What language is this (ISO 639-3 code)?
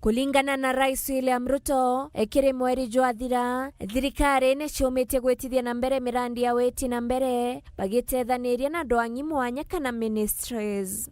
mer